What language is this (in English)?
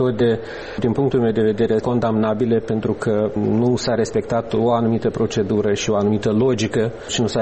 Romanian